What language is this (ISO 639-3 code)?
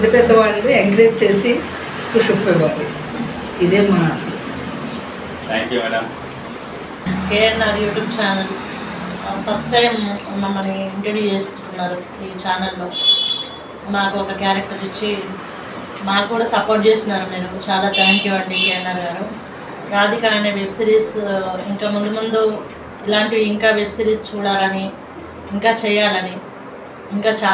tel